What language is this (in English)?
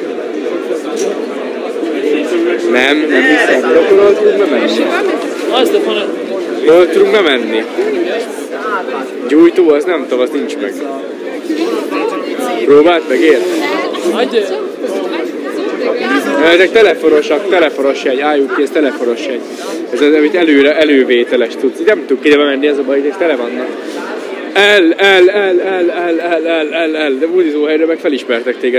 Hungarian